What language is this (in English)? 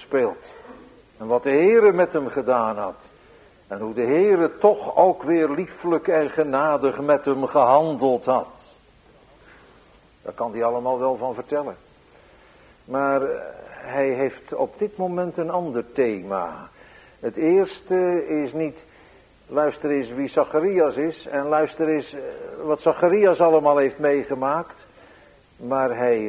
Dutch